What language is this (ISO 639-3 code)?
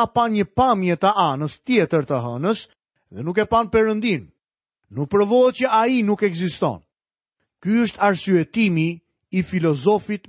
sqi